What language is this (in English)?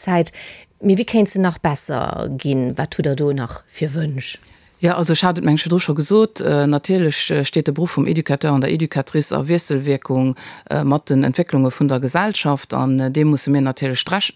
Luxembourgish